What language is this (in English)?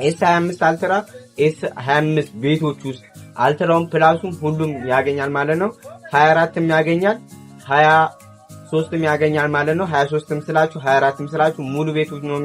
Amharic